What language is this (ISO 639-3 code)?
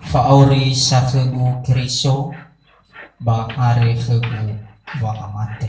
nia